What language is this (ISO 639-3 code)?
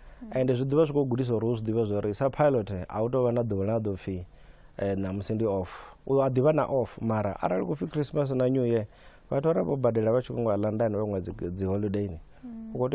ven